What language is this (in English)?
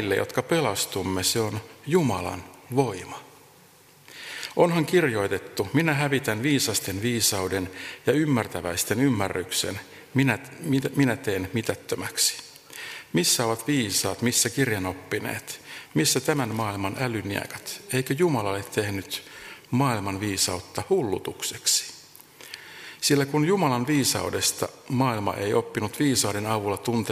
Finnish